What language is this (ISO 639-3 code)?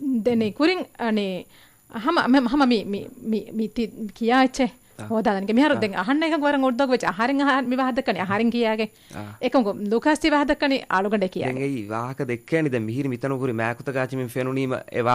div